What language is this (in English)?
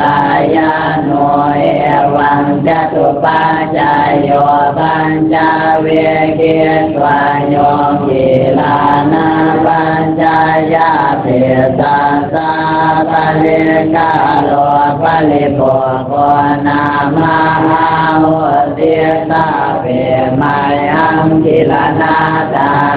Pali